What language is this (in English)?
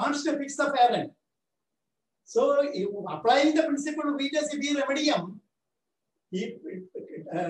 English